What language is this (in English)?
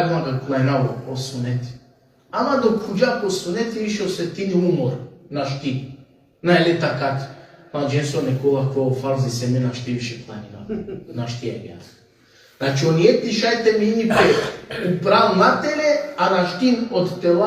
Balkan Romani